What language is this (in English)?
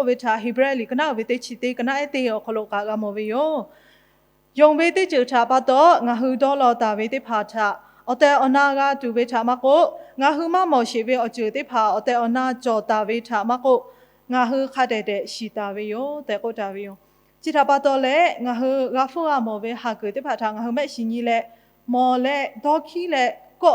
Lahu